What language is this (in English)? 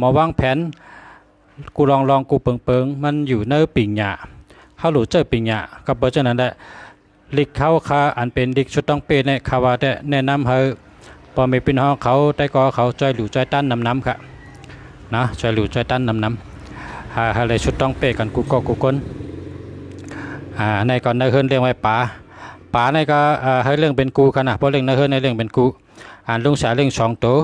Shan